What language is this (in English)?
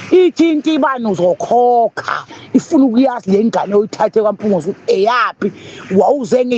Zulu